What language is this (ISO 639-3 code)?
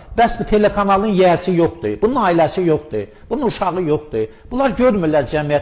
aze